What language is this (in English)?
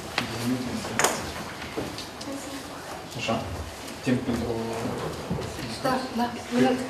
Romanian